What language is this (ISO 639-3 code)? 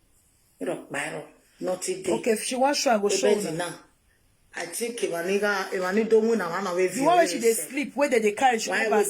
pcm